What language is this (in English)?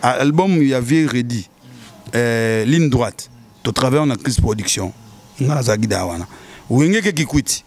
Lingala